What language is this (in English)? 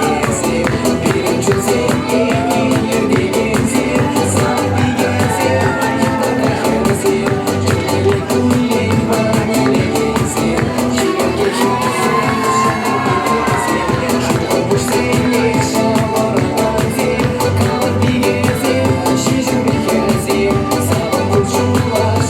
Chuvash